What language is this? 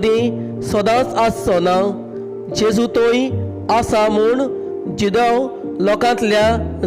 Konkani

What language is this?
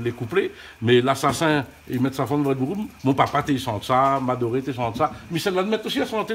Réunion Creole French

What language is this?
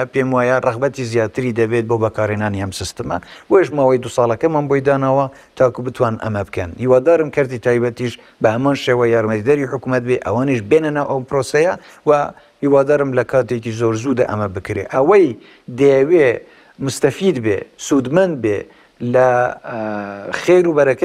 Central Kurdish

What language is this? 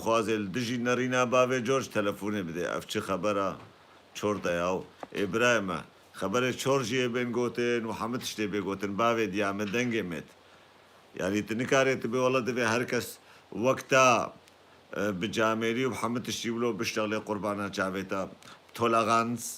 Kurdish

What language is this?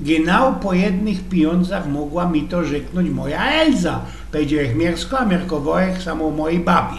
Silesian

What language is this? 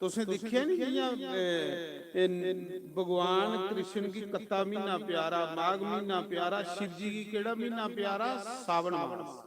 Dogri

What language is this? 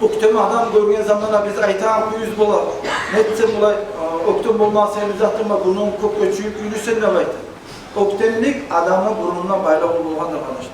Kumyk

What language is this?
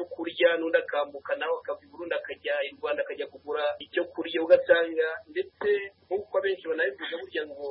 Kinyarwanda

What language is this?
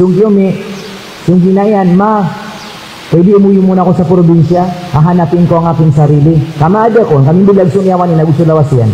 Maranao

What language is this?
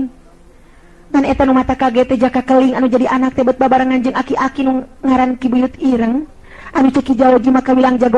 Sundanese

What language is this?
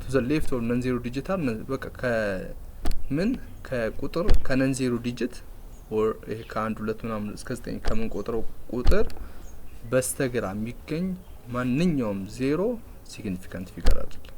Amharic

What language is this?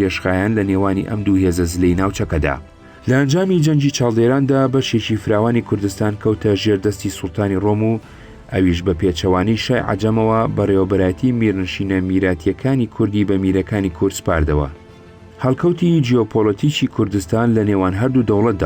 Central Kurdish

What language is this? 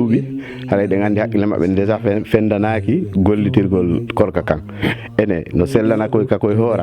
Fula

